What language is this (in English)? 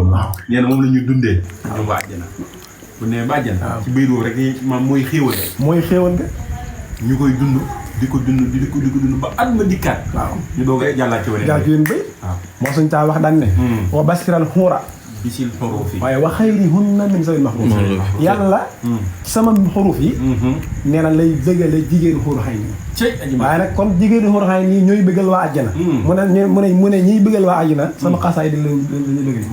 Wolof